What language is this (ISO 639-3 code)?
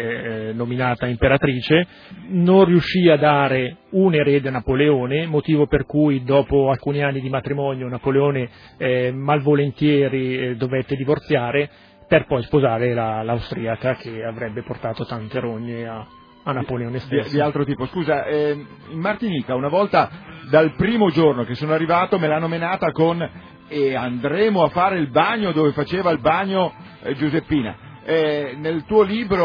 ita